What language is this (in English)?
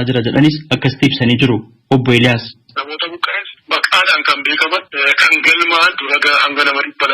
Oromo